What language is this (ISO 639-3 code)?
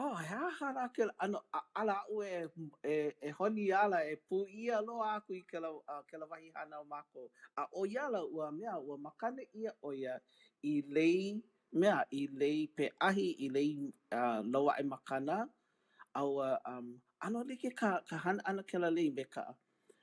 haw